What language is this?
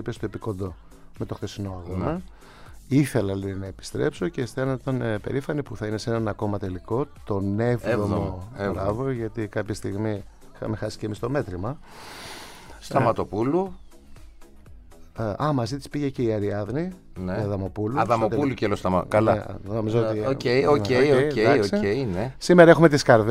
Greek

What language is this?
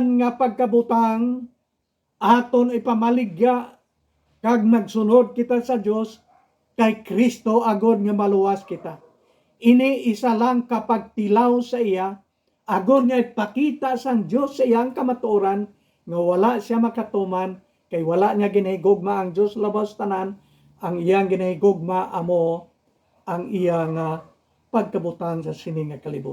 Hiligaynon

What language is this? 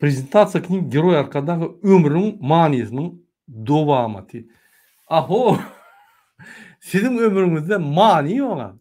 Turkmen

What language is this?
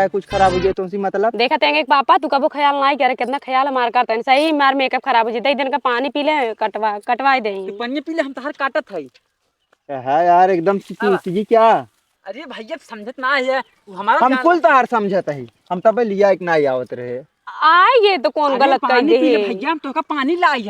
Awadhi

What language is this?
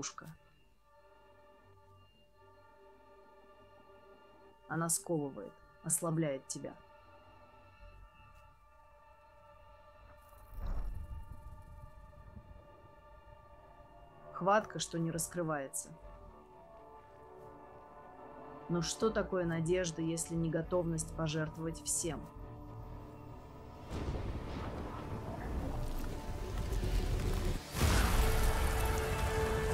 Russian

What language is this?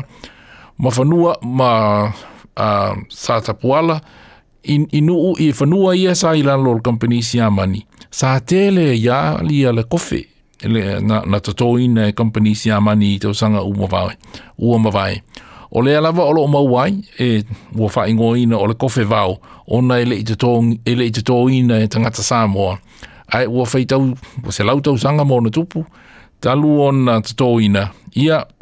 Samoan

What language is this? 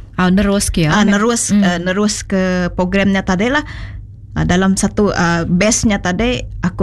Iban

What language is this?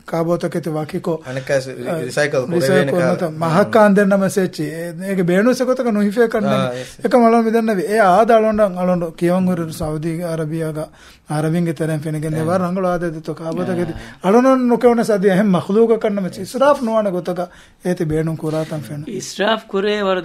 Divehi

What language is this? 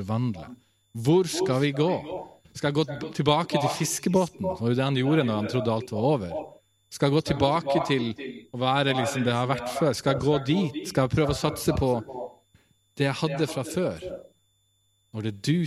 Norwegian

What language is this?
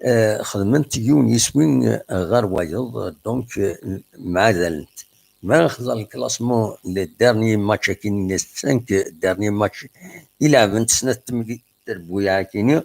Kabyle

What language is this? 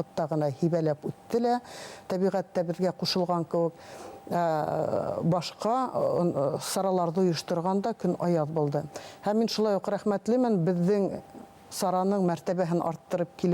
Bashkir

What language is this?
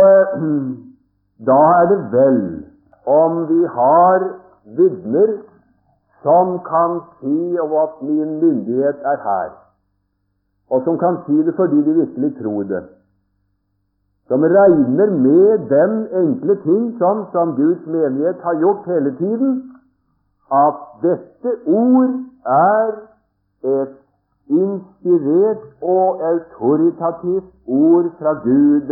Norwegian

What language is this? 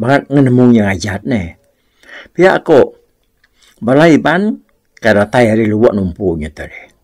Iban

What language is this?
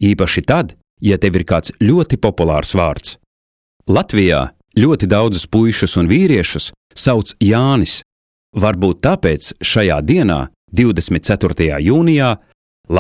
Latvian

